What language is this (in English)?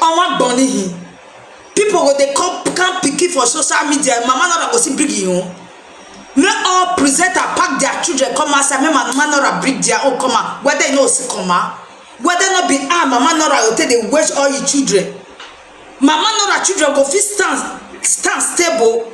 Nigerian Pidgin